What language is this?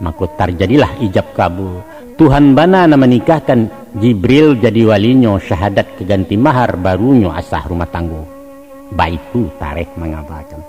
Minangkabau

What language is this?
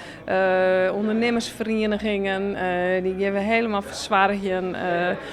Western Frisian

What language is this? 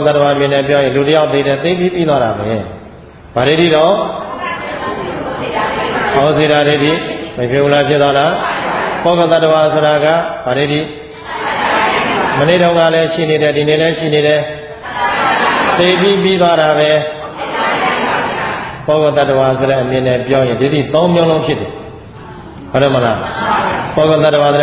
Burmese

